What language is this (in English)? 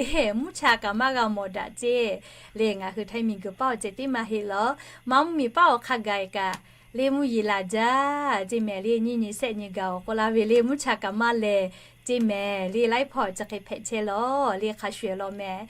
Lahu